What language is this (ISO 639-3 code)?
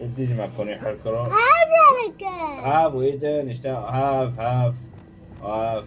kur